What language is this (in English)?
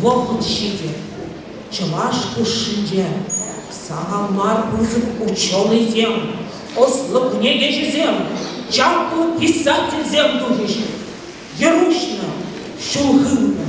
Chuvash